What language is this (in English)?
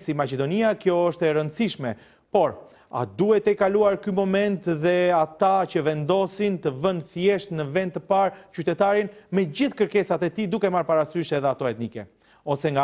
Albanian